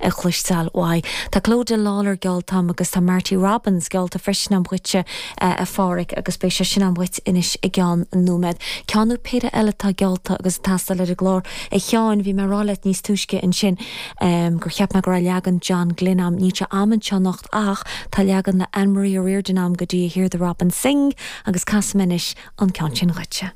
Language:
Irish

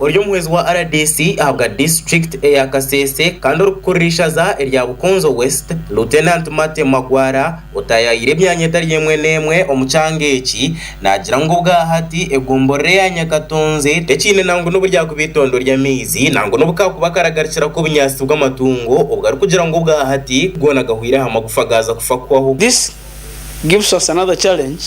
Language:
Nyankole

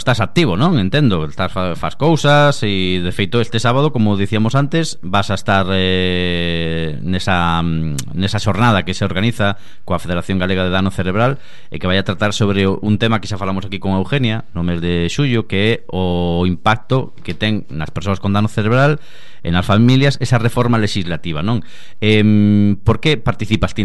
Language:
Galician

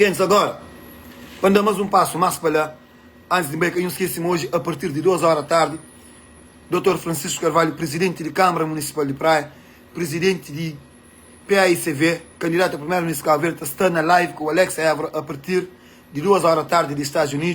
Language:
Kabuverdianu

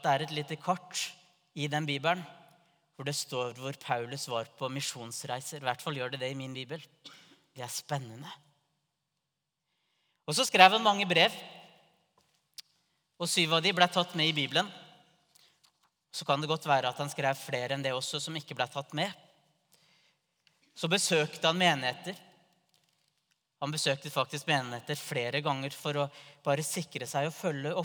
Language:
Norwegian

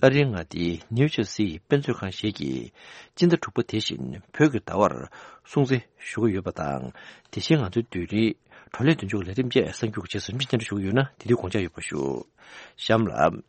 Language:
Tibetan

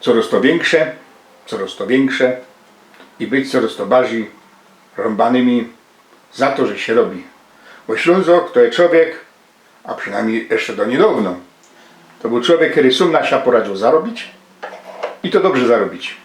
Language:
Silesian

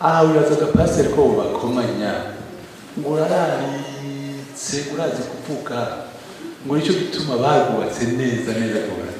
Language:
Rundi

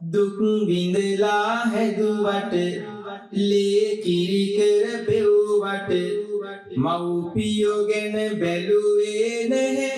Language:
Sinhala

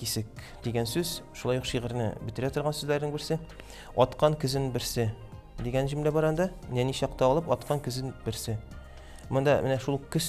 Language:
Tatar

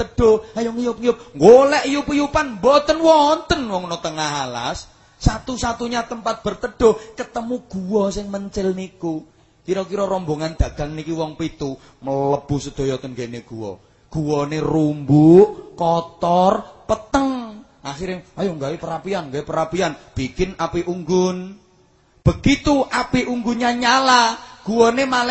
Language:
Javanese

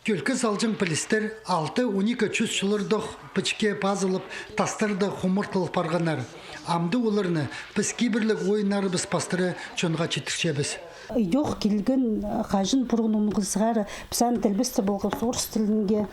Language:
Khakas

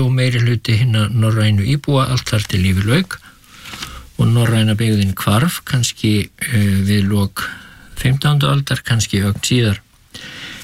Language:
Icelandic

